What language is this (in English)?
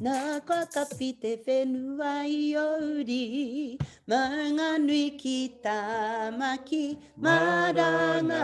Māori